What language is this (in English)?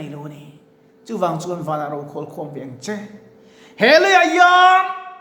Mizo